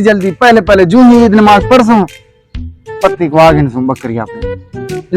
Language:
Saraiki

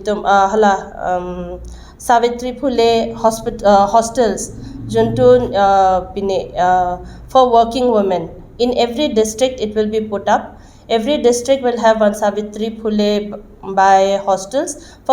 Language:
Karbi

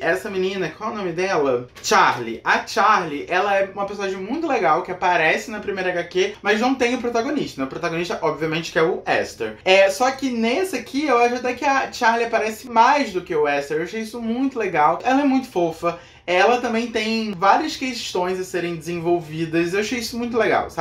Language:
Portuguese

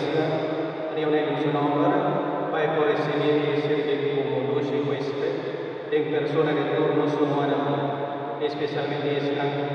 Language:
Papiamento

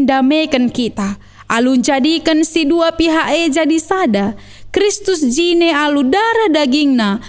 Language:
Batak Karo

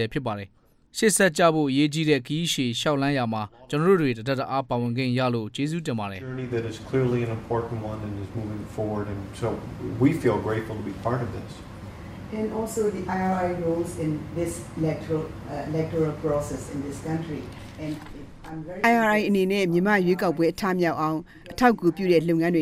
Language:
Burmese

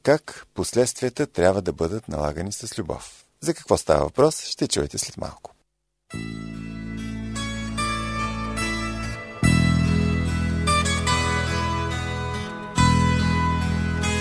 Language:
Bulgarian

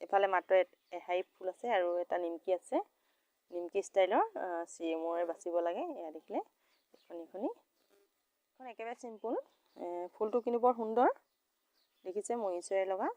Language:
Assamese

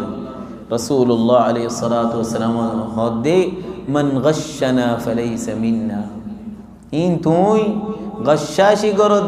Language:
Rohingya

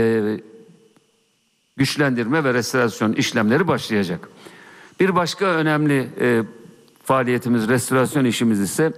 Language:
Turkish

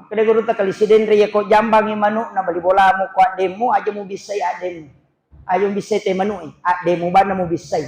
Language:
Buginese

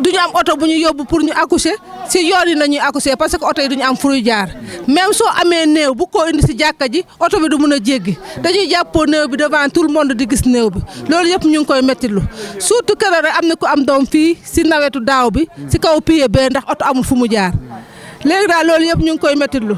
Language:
Wolof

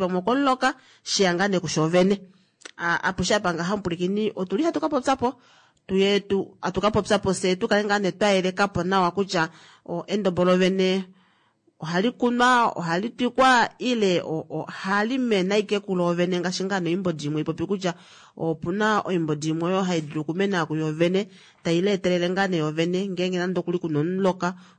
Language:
Kuanyama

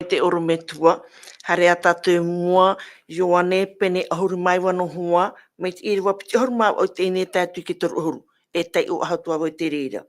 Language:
Tahitian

